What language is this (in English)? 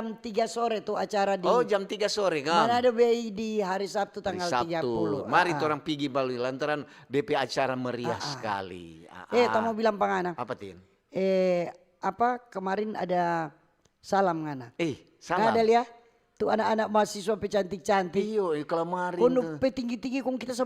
Manado Malay